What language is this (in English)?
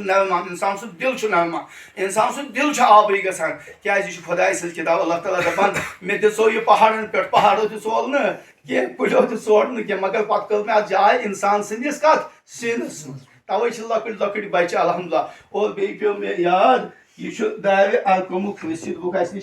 Kashmiri